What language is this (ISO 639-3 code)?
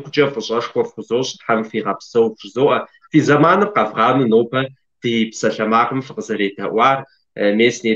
kbd